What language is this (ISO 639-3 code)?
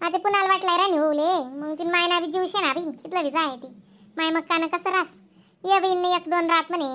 khn